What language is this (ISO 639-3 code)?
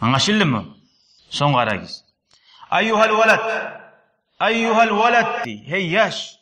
kum